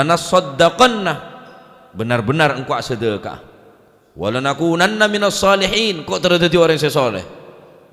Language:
Madurese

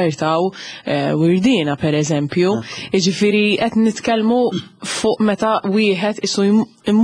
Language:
Maltese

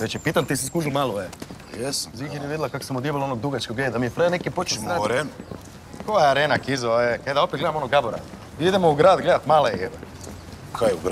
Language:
Croatian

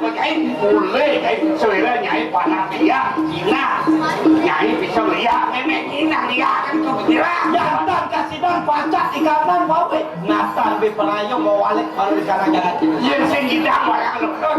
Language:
Balinese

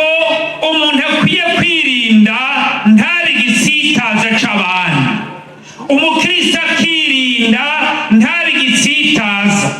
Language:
Rundi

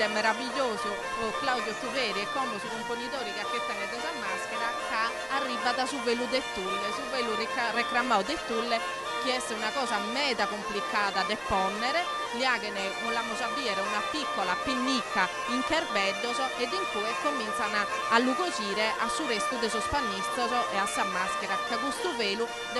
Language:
Sardinian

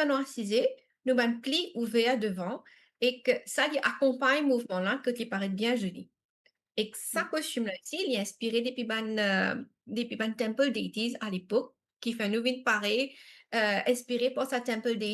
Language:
Morisyen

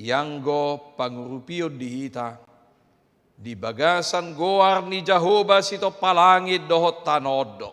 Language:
Batak Toba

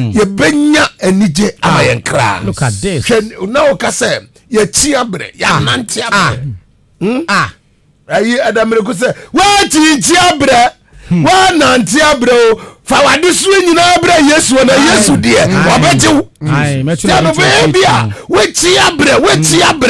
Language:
Akan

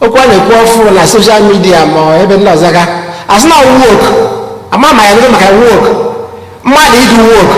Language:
Igbo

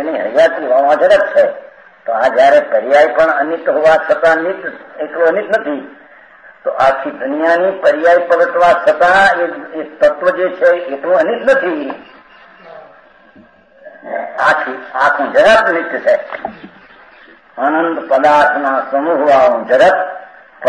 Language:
Gujarati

